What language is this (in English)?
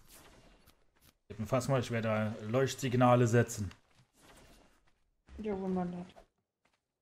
German